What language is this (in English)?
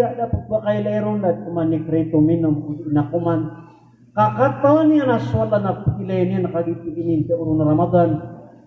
Maranao